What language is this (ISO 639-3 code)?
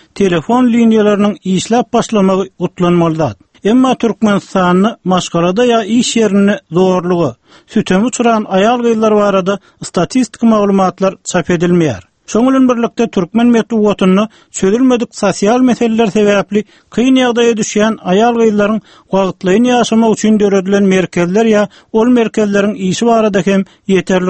tuk